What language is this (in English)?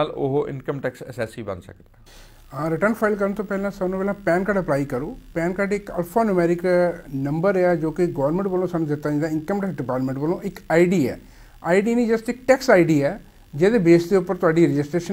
Punjabi